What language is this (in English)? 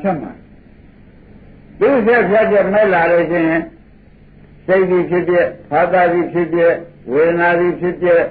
Burmese